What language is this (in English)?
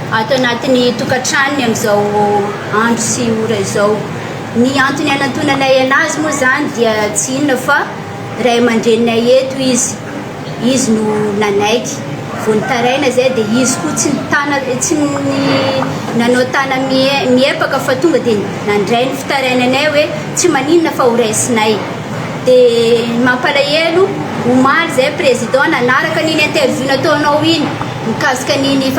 Malagasy